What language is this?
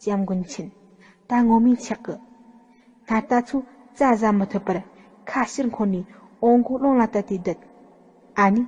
Tibetan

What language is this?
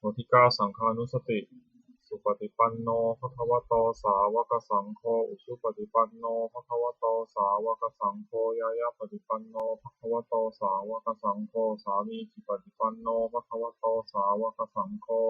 Pali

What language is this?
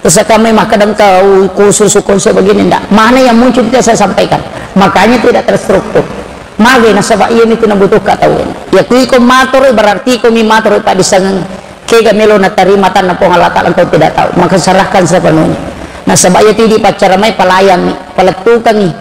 Buginese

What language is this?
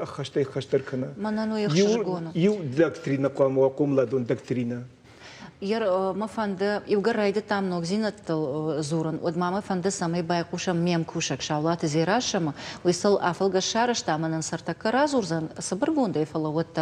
Ossetic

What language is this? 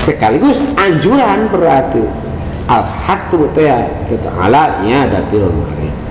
Sundanese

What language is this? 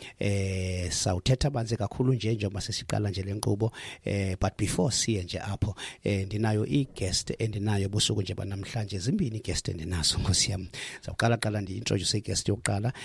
Xhosa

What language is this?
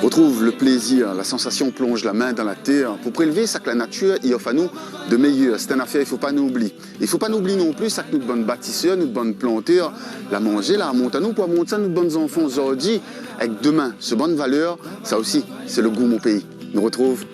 Réunion Creole French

